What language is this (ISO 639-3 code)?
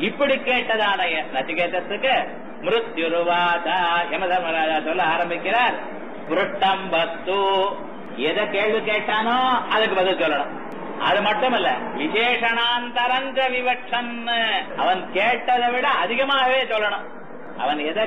tam